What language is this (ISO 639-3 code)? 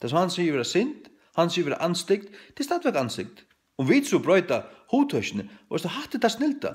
fao